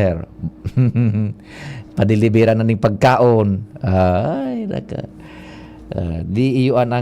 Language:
Bikol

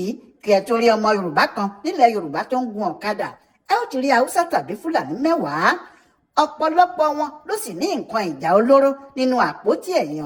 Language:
Yoruba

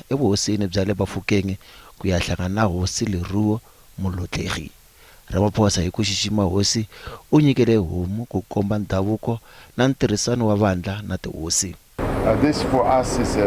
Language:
Tsonga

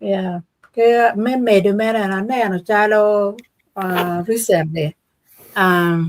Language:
Acoli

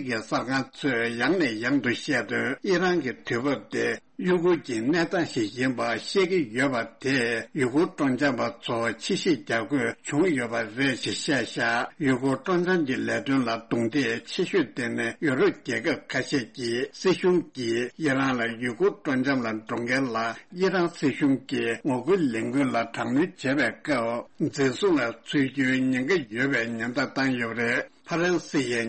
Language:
Tibetan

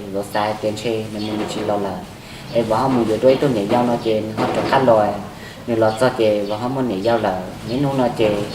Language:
Hmong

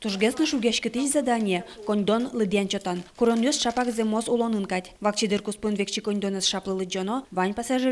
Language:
Udmurt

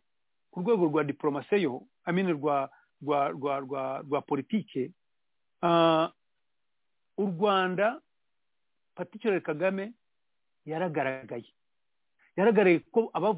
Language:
Kinyarwanda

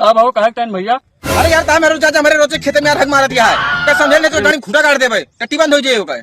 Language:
Awadhi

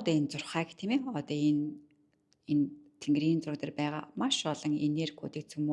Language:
Mongolian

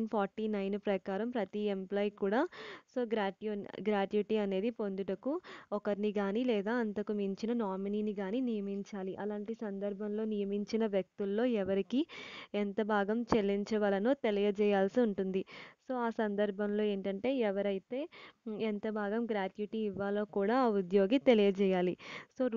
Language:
Telugu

